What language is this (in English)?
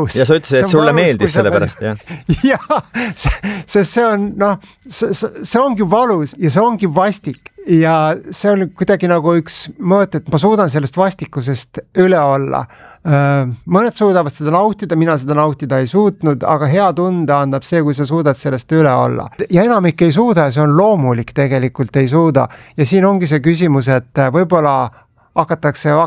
Estonian